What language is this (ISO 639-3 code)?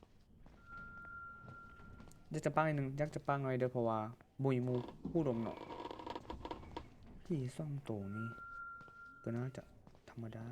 lao